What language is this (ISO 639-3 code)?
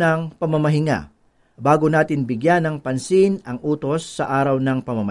fil